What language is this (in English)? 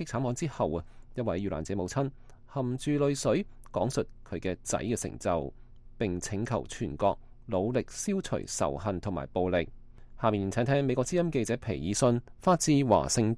Cantonese